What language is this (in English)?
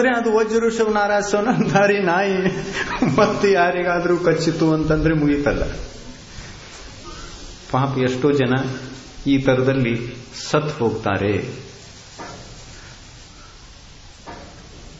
Kannada